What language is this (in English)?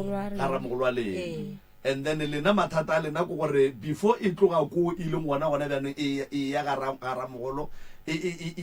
Northern Sotho